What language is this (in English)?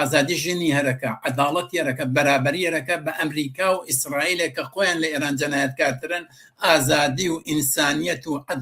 Central Kurdish